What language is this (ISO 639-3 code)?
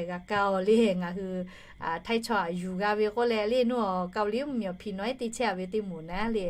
lhu